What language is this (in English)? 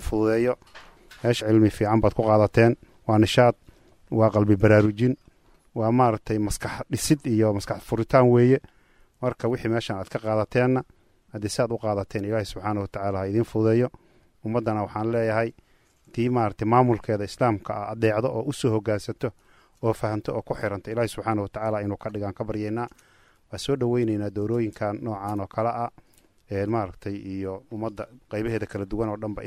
Somali